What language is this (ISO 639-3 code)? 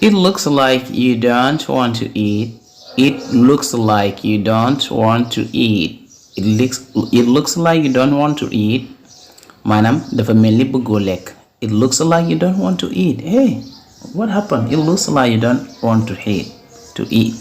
wol